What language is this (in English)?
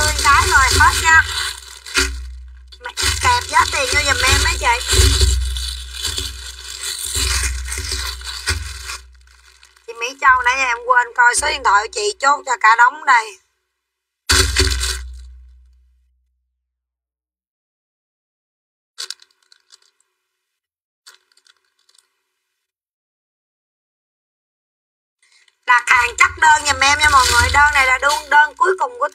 Vietnamese